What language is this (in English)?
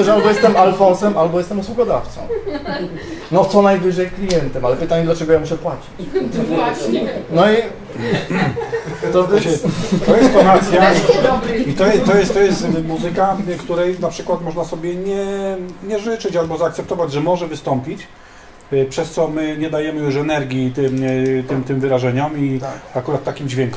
Polish